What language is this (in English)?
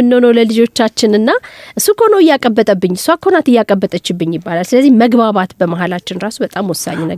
Amharic